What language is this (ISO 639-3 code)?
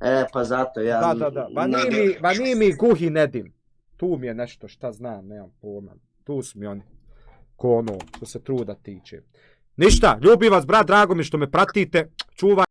bos